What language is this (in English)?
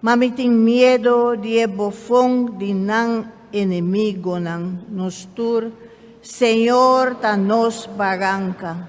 Papiamento